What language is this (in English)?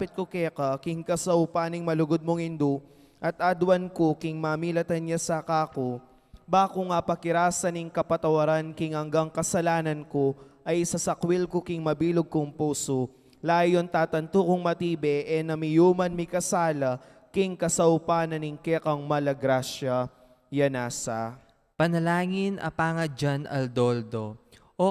Pampanga